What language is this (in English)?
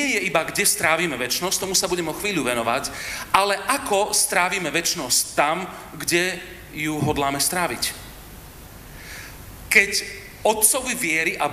Slovak